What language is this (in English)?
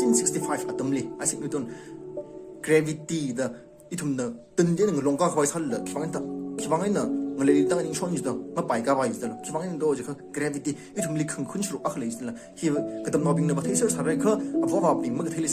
Tangkhul Naga (India)